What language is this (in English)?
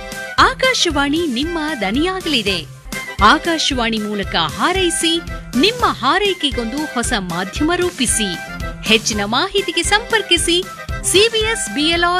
Kannada